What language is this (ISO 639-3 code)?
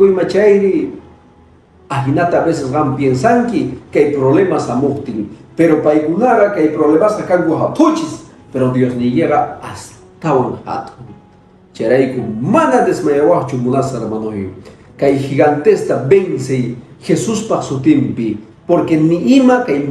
que